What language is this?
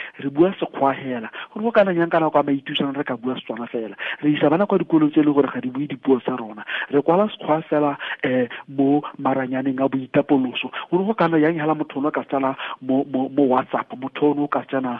Tswana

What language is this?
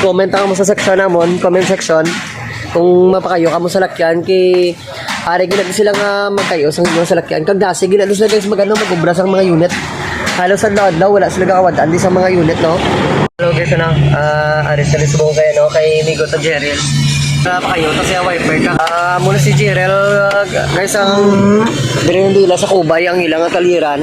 Hiligaynon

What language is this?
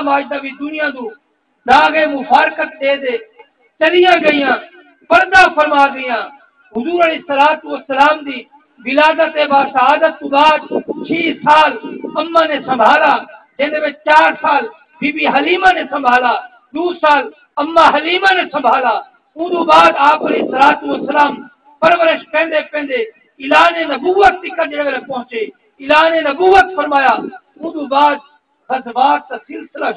Saraiki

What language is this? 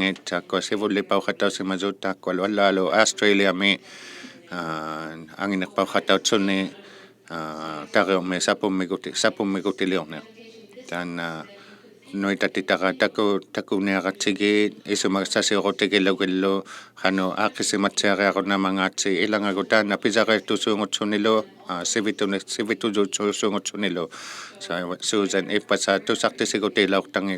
Inuktitut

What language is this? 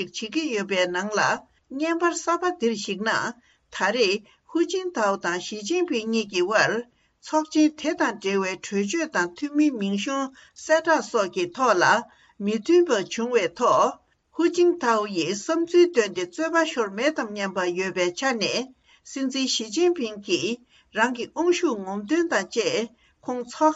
Tibetan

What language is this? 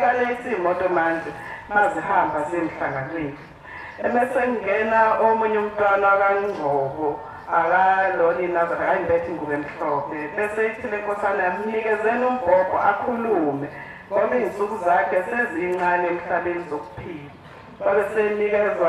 Zulu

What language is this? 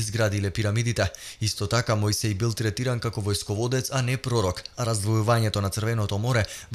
Macedonian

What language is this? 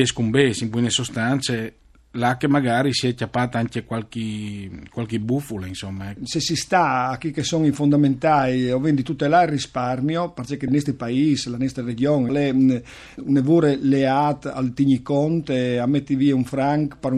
Friulian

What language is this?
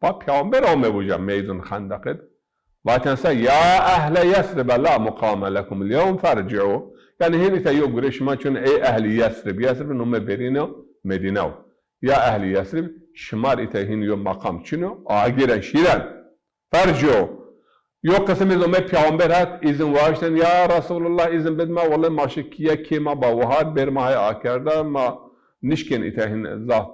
Zaza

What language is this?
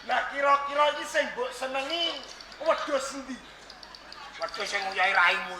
Javanese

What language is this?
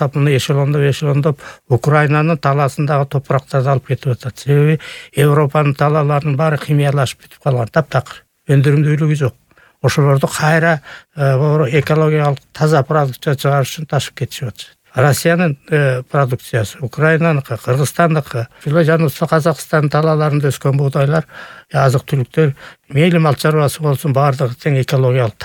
Kyrgyz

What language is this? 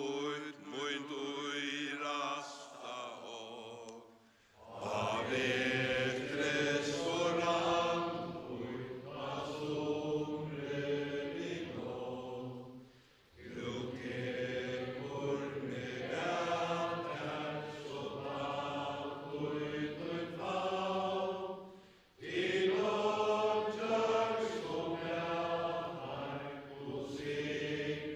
Faroese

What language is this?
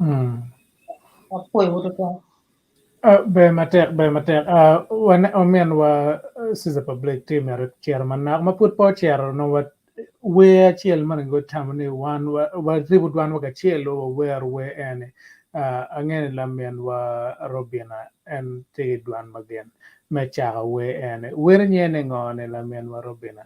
Acoli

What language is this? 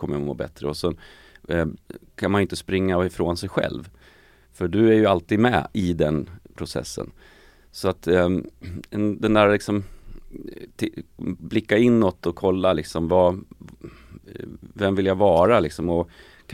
Swedish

